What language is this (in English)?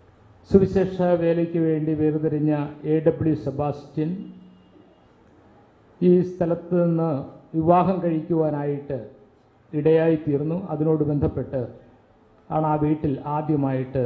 Malayalam